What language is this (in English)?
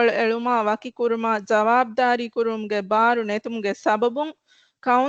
Divehi